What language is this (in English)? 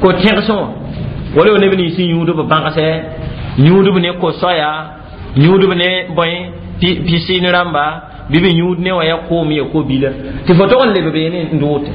Mossi